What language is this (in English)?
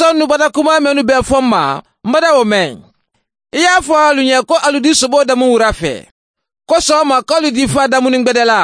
Mandingo